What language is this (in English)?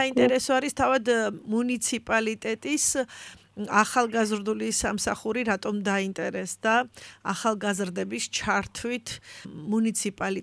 Georgian